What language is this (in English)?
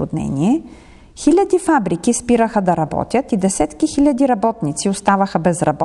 Bulgarian